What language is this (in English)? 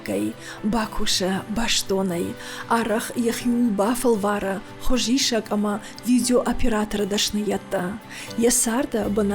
Ossetic